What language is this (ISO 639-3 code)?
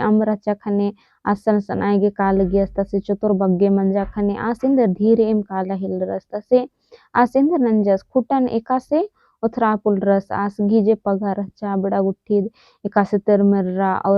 kru